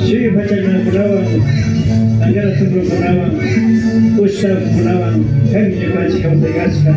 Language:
Imbabura Highland Quichua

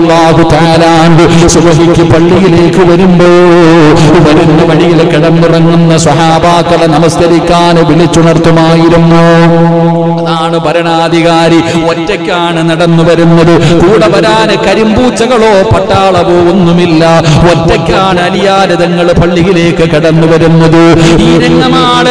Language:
Malayalam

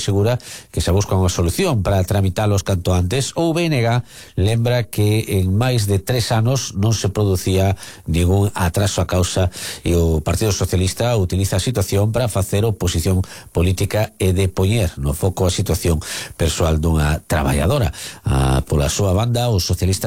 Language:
Galician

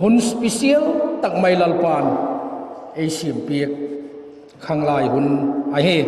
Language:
Vaiphei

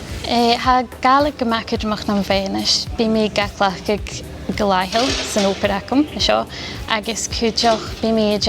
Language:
Scottish Gaelic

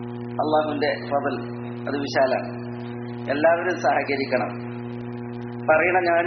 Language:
Malayalam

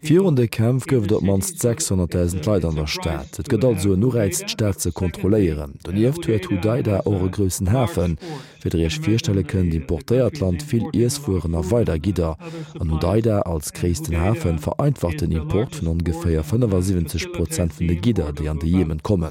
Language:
Luxembourgish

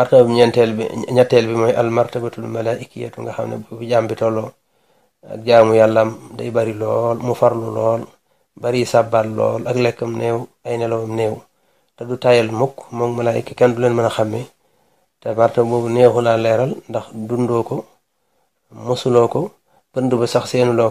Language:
Wolof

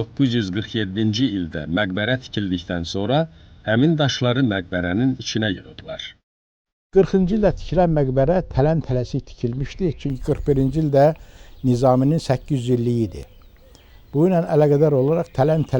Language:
Azerbaijani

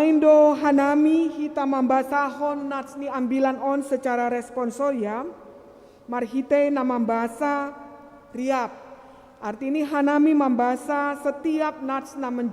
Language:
Batak Simalungun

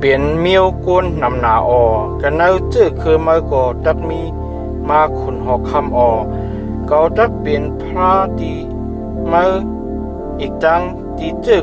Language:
Shan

